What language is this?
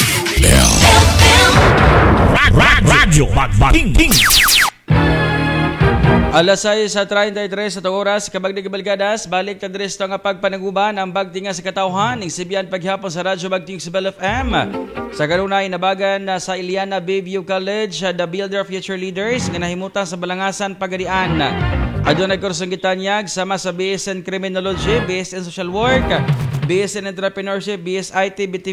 Cebuano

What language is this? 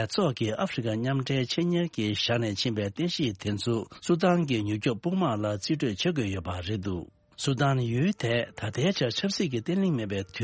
Tibetan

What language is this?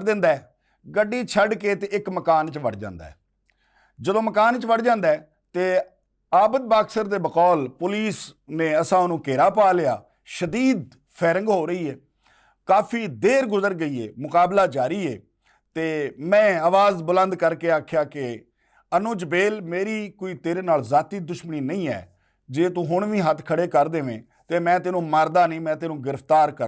Western Panjabi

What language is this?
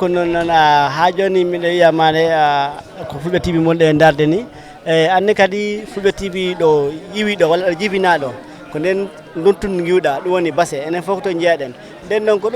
Fula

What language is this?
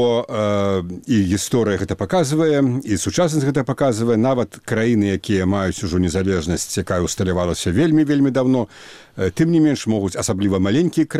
Belarusian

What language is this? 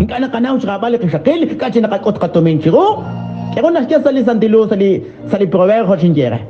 Kekchí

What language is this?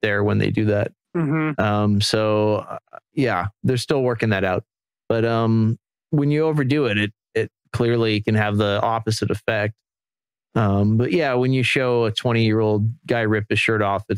English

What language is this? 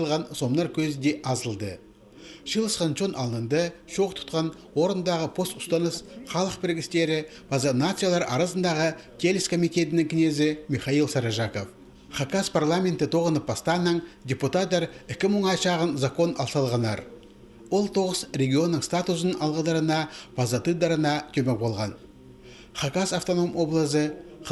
Khakas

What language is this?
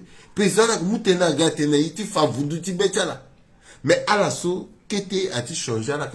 Sango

